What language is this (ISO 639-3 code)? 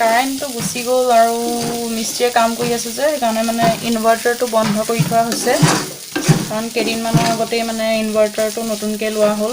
asm